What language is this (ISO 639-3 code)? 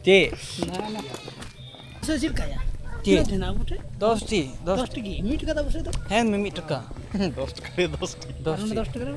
sat